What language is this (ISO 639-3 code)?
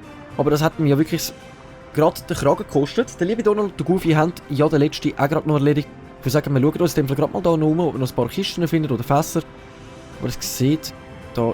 gsw